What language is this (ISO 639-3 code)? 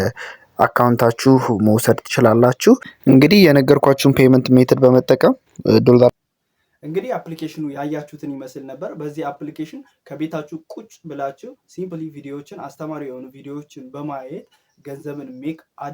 amh